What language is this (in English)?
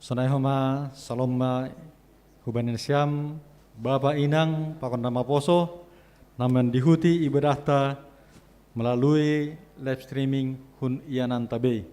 Batak Simalungun